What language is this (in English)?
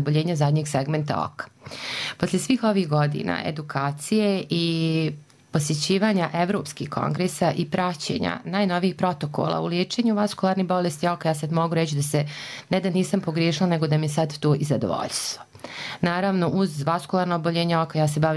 Serbian